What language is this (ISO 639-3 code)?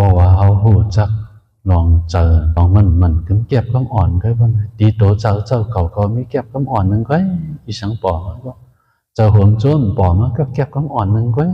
shn